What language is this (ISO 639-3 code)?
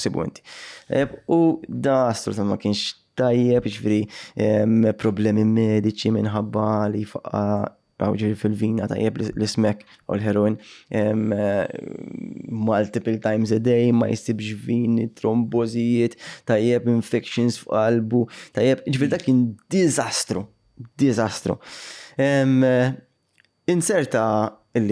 mlt